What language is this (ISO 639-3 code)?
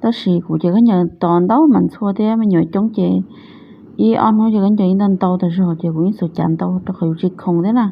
hmn